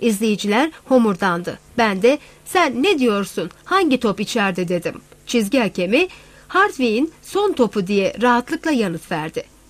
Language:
Turkish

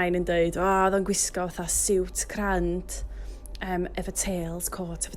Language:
Welsh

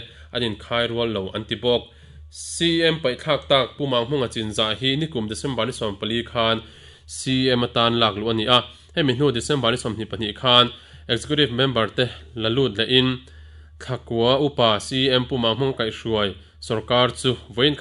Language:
Mizo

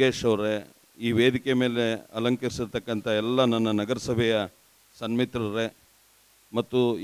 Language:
Kannada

